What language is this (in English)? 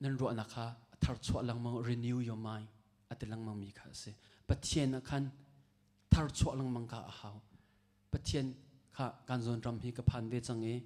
Hakha Chin